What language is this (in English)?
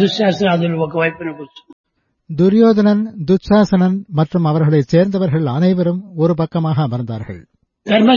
Tamil